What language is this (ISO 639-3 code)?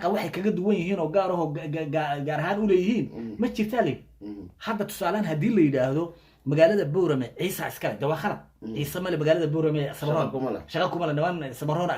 som